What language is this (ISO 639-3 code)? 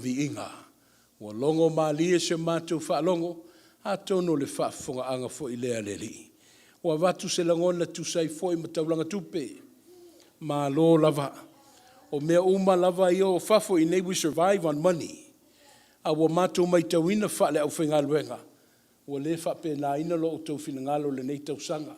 smo